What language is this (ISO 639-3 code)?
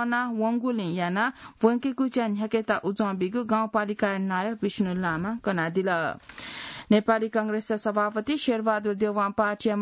new